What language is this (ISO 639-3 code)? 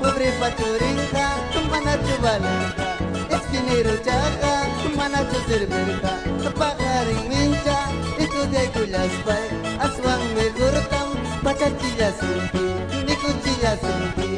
quy